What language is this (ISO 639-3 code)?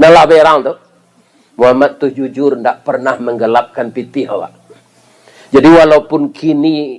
min